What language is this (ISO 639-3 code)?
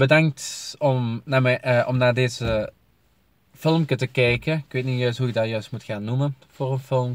nld